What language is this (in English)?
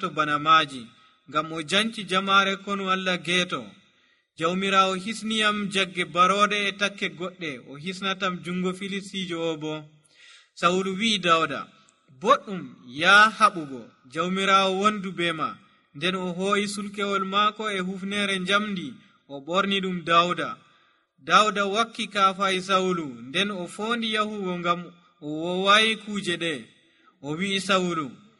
Nigerian Fulfulde